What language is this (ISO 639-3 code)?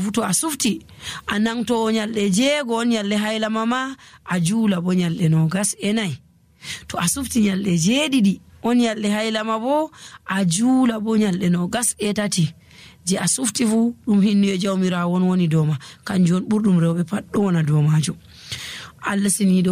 fuv